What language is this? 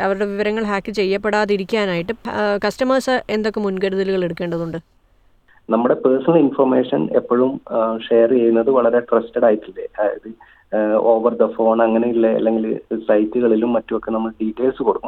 Malayalam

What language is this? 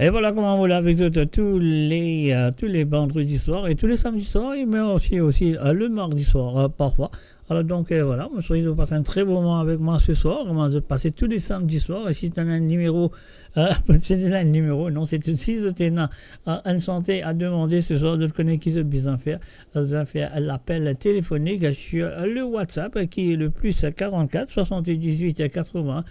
Morisyen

